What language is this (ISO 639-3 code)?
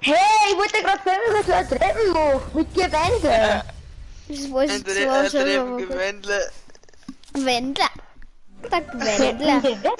bar